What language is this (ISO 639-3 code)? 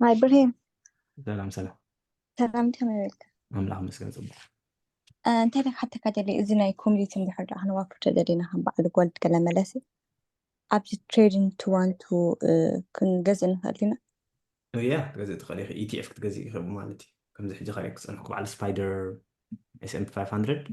tir